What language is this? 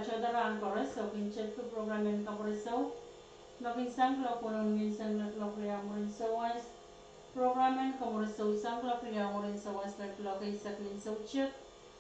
Pohnpeian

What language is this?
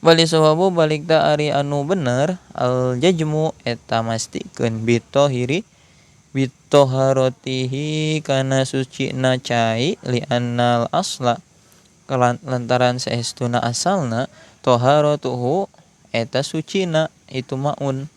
Sundanese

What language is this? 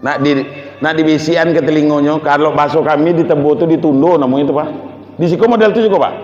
Minangkabau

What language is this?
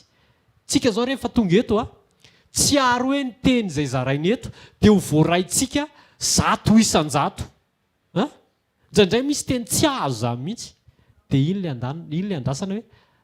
Malagasy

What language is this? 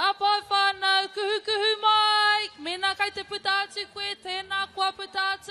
Māori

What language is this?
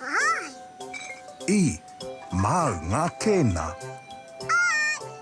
Māori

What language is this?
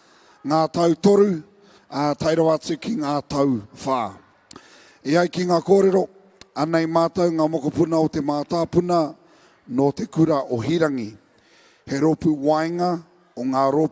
Māori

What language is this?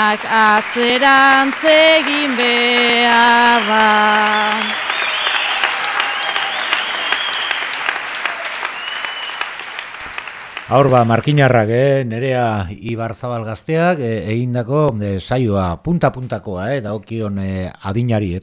Basque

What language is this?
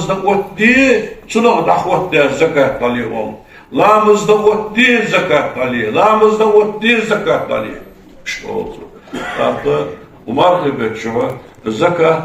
Ingush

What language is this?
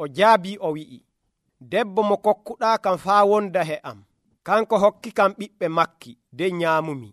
Nigerian Fulfulde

